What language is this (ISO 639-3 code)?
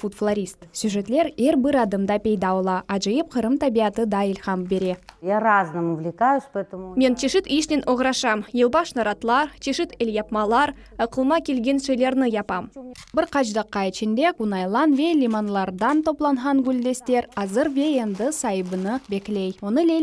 crh